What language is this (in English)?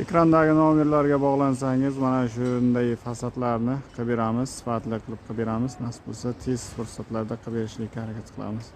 Uzbek